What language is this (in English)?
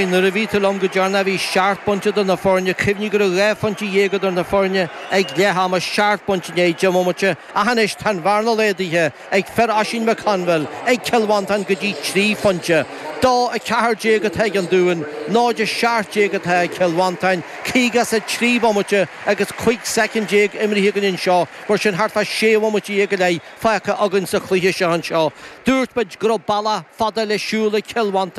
Irish